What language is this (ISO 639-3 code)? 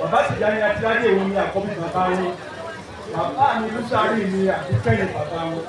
yor